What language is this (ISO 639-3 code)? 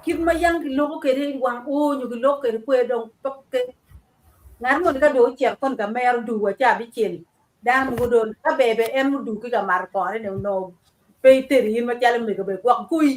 ach